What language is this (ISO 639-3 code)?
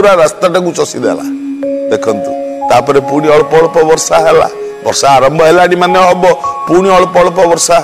ori